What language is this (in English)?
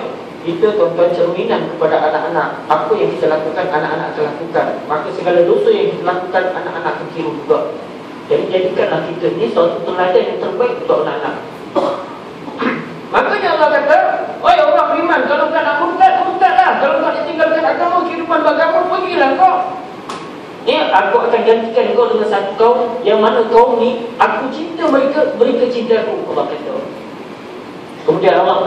Malay